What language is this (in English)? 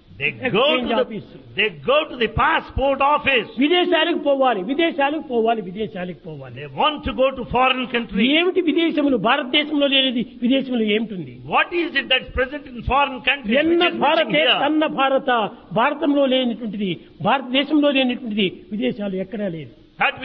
Telugu